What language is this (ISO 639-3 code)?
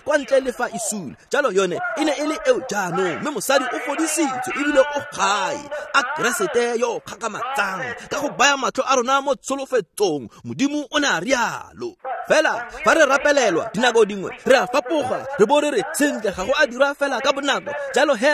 tsn